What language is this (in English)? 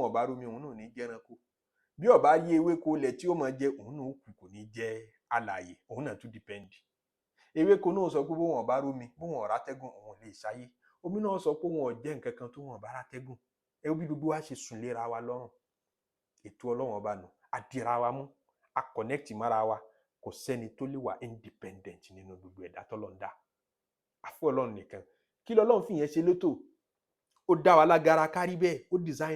Yoruba